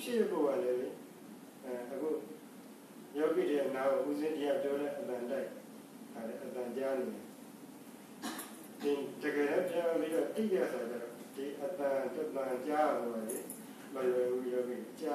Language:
Burmese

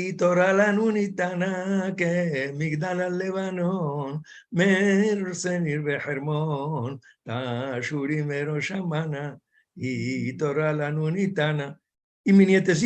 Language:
Ladino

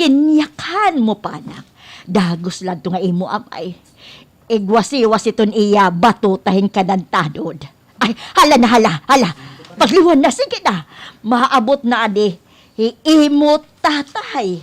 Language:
Waray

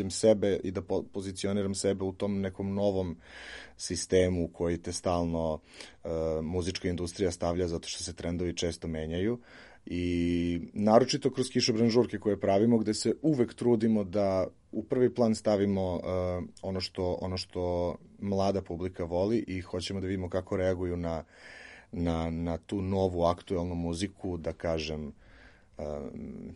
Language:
Serbian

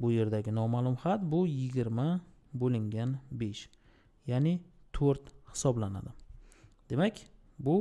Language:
Uzbek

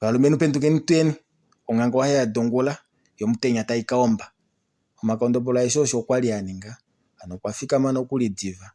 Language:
Kuanyama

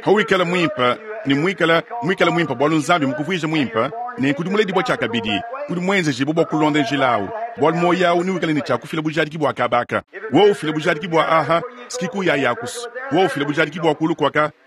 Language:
Luba-Lulua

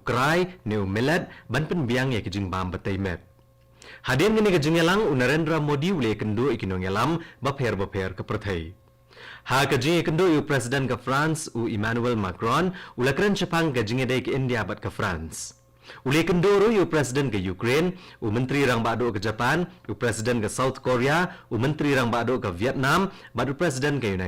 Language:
Khasi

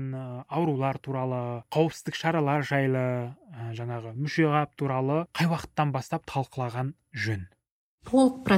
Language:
Kazakh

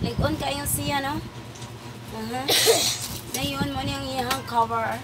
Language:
Cebuano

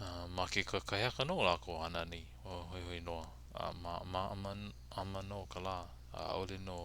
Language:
Hawaiian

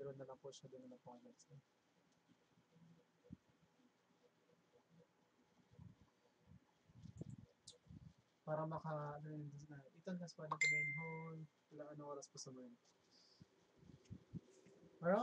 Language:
Filipino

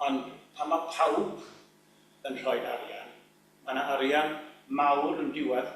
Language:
Welsh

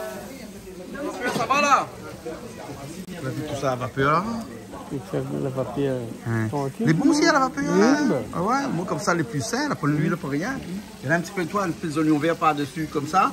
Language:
Réunion Creole French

